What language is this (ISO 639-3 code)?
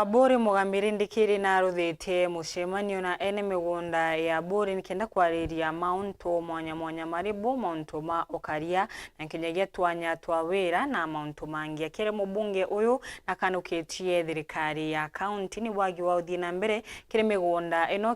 mer